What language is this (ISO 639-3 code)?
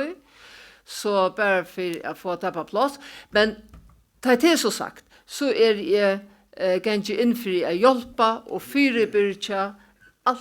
fao